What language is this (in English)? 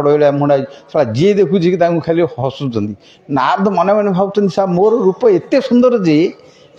Odia